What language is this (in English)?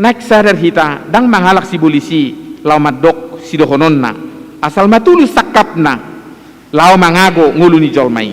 Batak Toba